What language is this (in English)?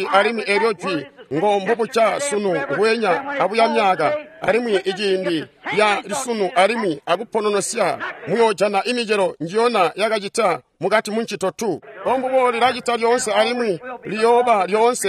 Tonga (Zambia)